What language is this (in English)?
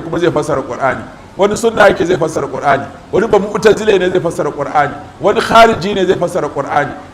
Hausa